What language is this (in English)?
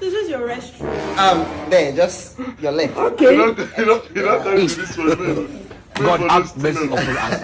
Nigerian Pidgin